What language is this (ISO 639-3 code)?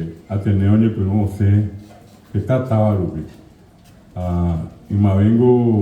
grn